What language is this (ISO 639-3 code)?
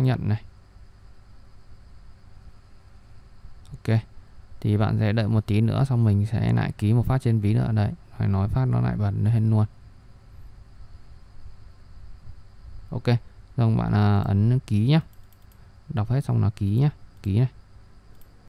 vie